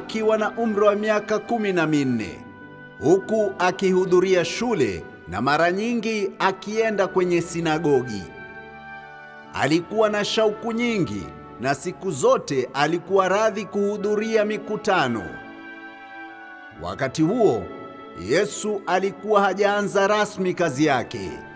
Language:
Swahili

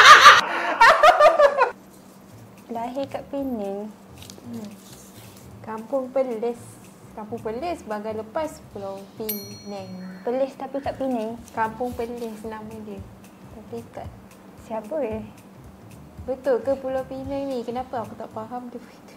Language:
Malay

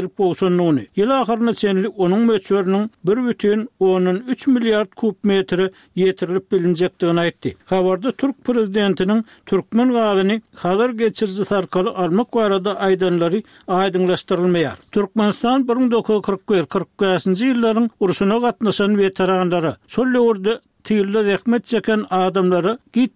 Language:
Turkmen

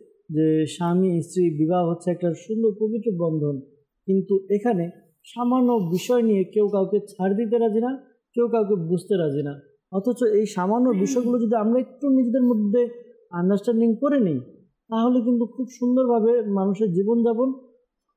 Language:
Bangla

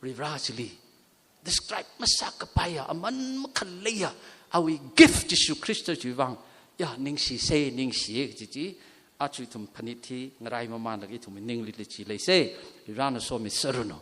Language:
Tangkhul Naga (India)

